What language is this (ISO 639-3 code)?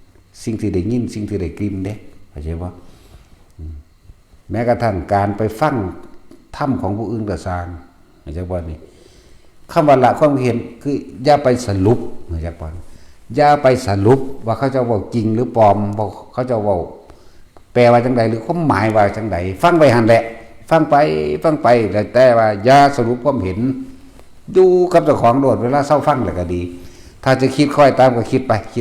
tts